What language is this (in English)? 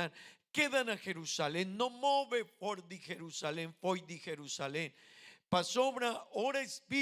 Papiamento